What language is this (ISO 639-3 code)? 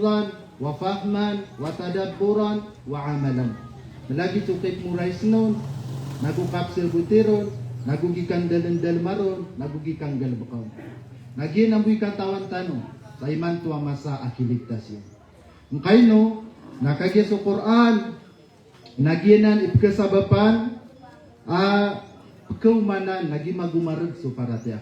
mrw